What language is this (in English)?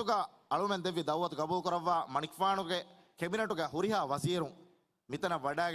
Divehi